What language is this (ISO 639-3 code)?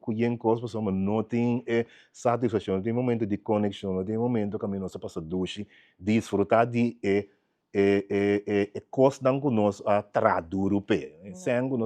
pap